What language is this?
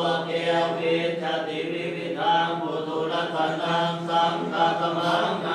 Pali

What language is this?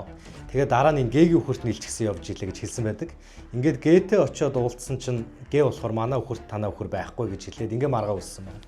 Mongolian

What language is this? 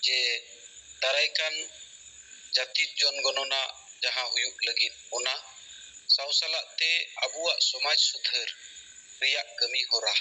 Santali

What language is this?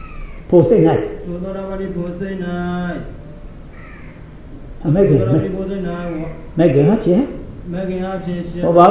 Burmese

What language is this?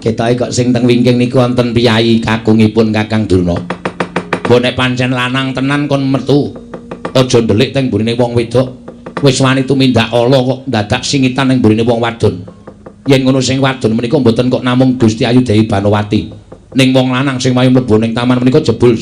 Javanese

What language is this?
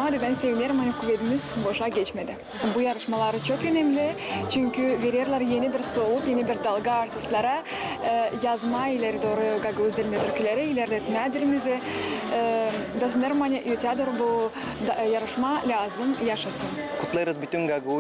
Gagauz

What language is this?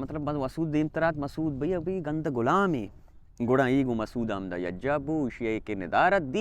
Baluchi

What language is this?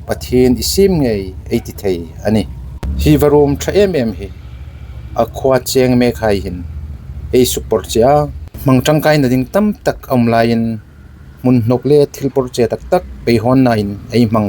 Hmar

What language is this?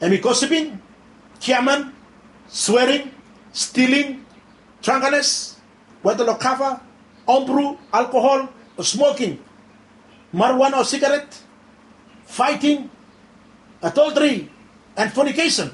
Bislama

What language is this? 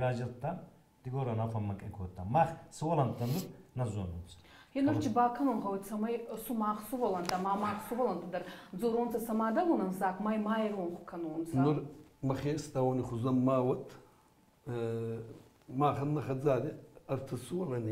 Ossetic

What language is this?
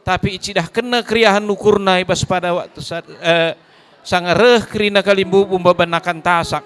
Batak Karo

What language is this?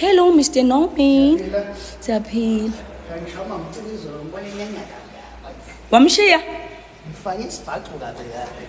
Zulu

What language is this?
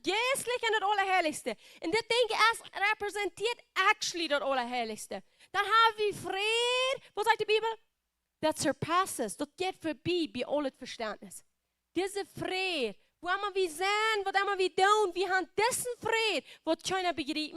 Plautdietsch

